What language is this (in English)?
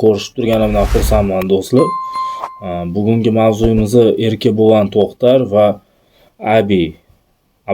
Uzbek